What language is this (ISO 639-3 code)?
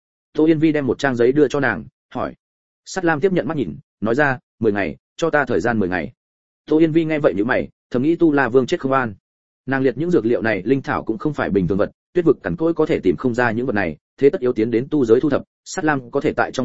vie